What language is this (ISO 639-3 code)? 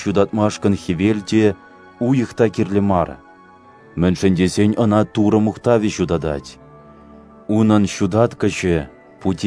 chv